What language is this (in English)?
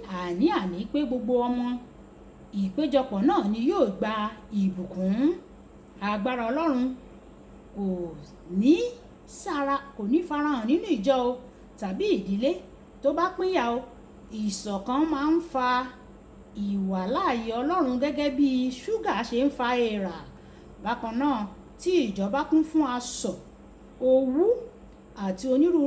Yoruba